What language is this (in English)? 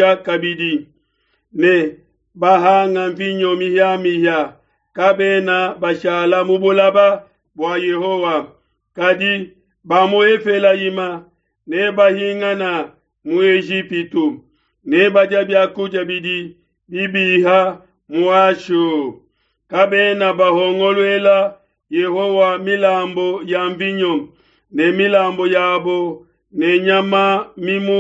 Luba-Lulua